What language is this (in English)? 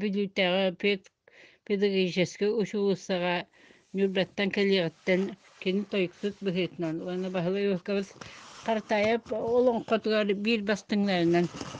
Yakut